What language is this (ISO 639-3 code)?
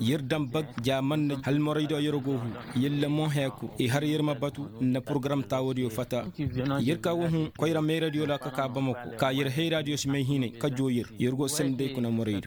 ses